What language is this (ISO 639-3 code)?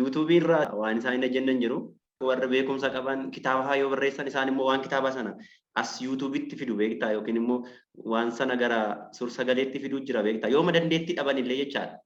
orm